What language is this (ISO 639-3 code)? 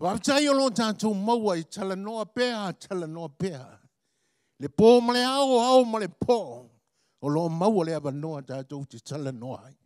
smo